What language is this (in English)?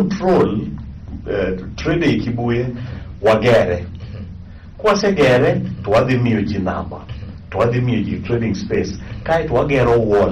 Luo (Kenya and Tanzania)